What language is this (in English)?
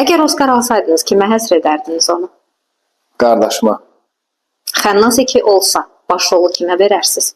Azerbaijani